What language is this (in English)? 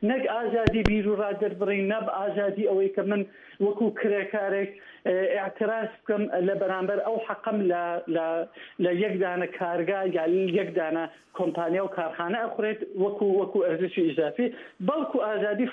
Central Kurdish